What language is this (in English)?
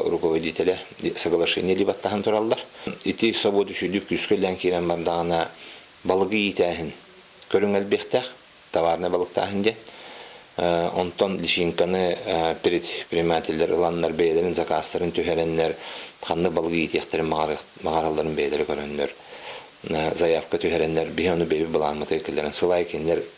Yakut